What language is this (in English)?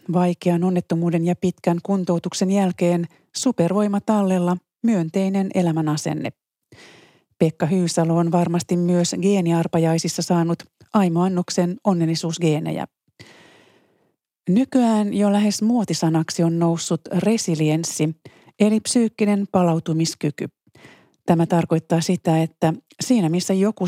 Finnish